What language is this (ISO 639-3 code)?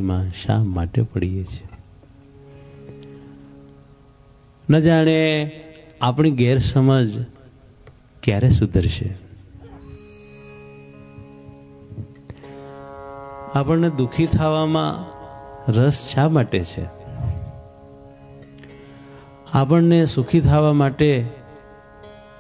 guj